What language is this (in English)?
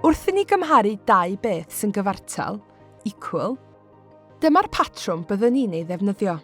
Welsh